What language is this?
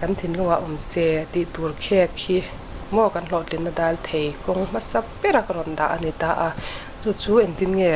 Mizo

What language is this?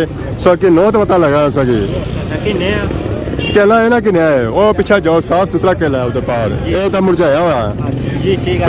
Pahari-Potwari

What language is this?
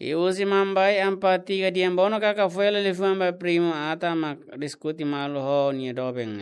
Tetum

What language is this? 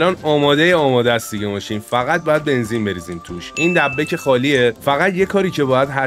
Persian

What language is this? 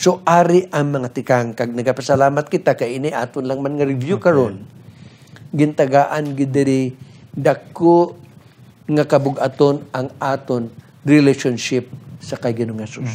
Hiligaynon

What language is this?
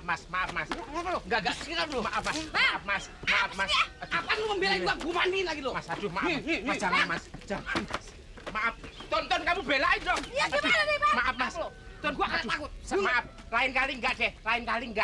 Betawi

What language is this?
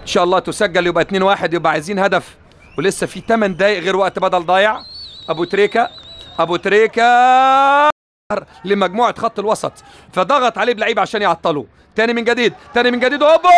Egyptian Arabic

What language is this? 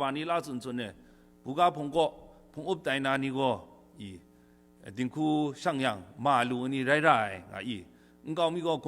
Kachin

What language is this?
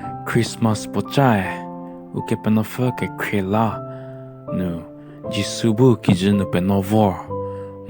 Angami Naga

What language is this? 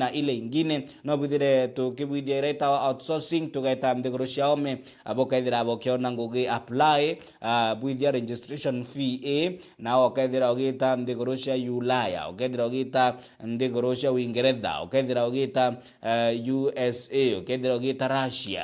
Meru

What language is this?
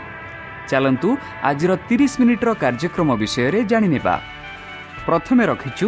Odia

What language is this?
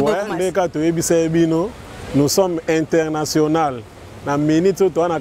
Lingala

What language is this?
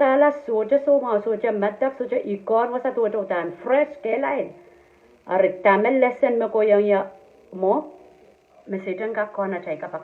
Pohnpeian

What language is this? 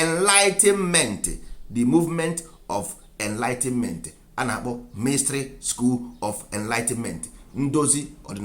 Igbo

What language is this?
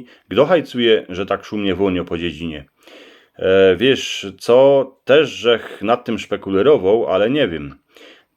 Silesian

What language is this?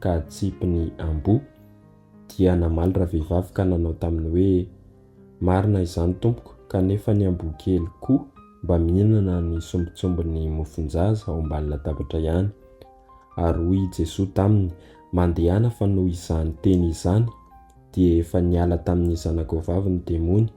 Malagasy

